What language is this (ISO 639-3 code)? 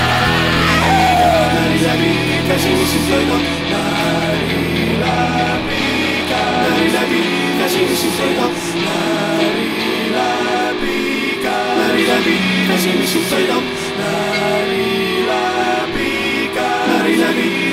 est